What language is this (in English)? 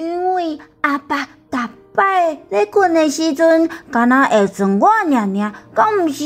Min Nan Chinese